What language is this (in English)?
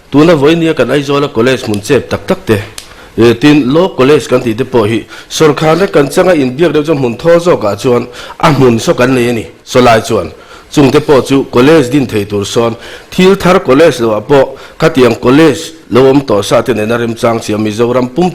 Mizo